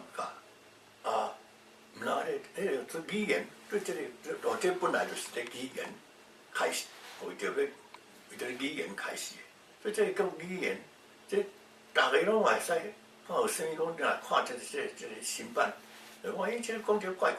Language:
Min Nan Chinese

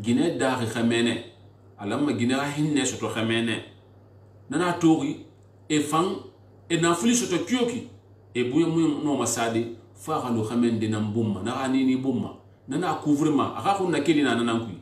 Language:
Susu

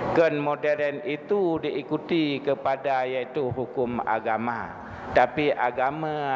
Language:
Achinese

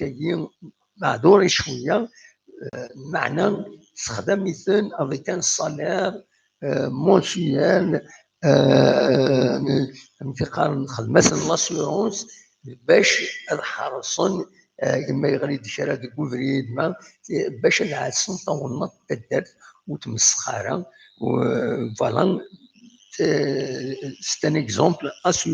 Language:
Kabyle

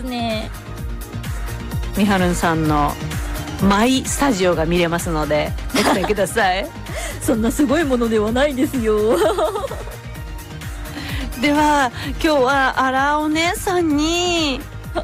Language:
Japanese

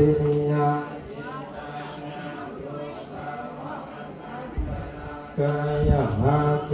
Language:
Pali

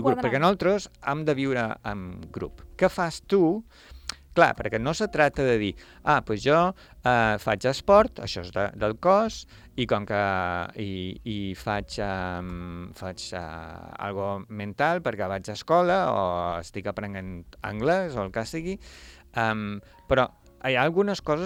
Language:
Catalan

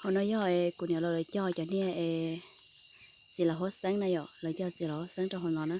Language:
Hmong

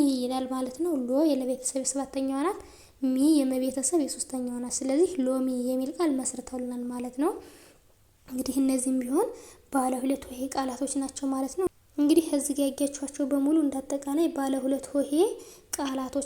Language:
Amharic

